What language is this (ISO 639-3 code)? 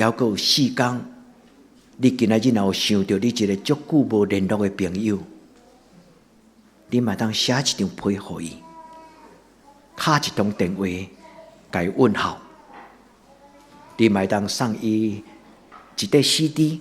nan